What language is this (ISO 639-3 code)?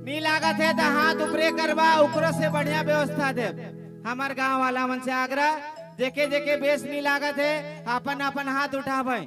sck